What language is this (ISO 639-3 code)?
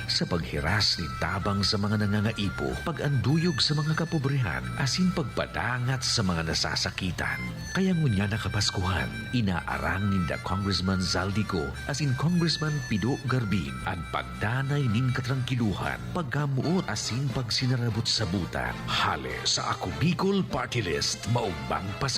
bik